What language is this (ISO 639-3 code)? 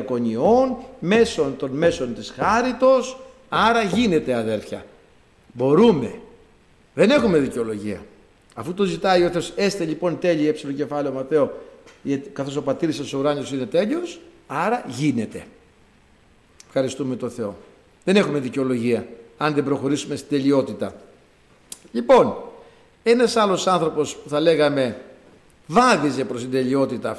ell